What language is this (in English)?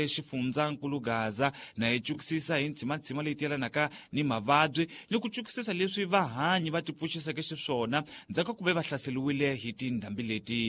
Tsonga